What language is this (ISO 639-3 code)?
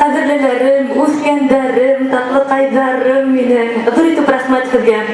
bak